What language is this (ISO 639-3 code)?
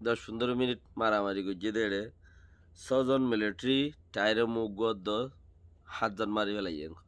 rhg